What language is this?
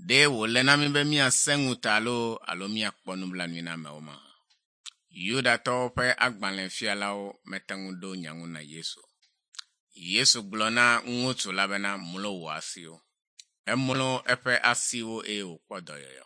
Ewe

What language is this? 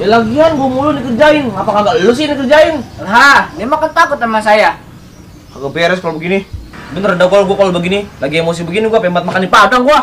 Betawi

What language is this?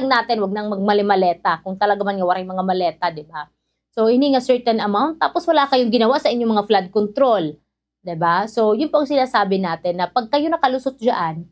Waray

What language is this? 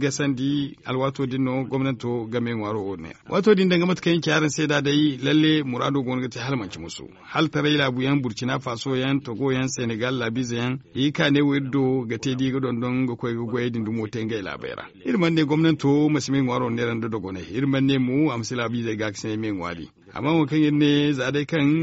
Zarma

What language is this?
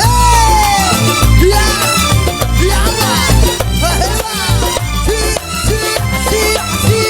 Madurese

